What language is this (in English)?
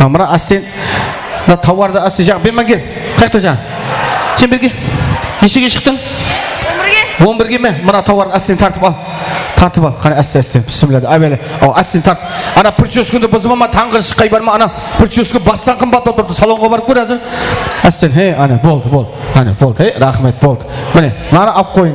Kara-Kalpak